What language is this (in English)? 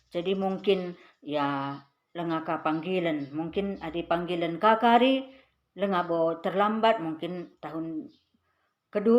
Batak Karo